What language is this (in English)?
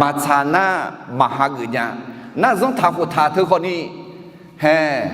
Akha